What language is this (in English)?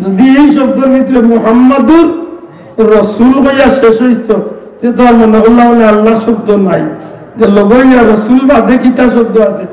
Sylheti